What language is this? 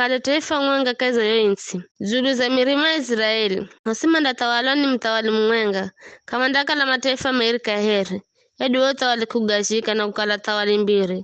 Giryama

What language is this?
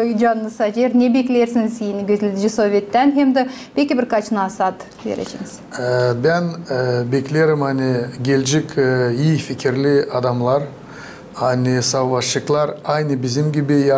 Gagauz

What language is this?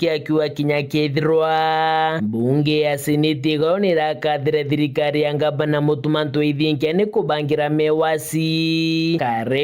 Meru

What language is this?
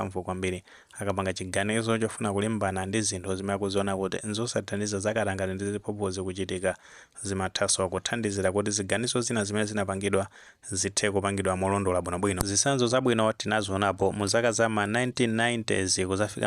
Nyanja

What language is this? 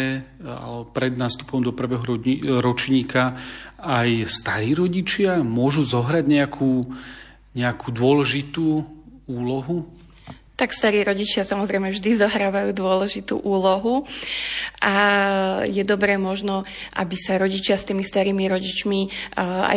Slovak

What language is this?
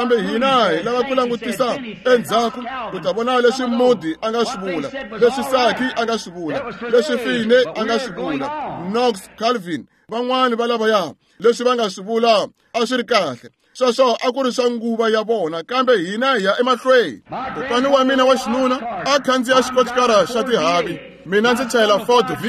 Tsonga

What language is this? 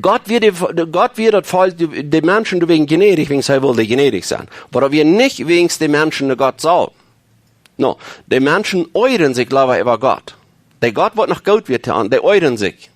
Plautdietsch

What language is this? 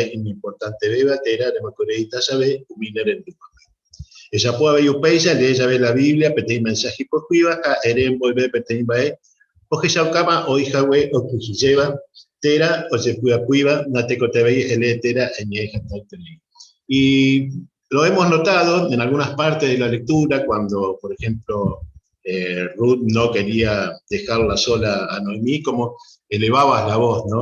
Guarani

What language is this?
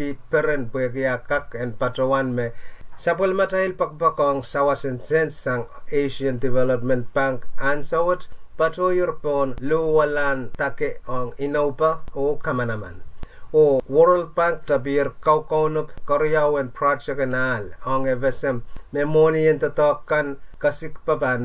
Pohnpeian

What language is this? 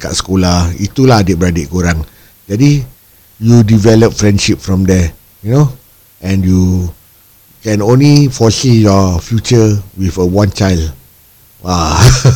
Malay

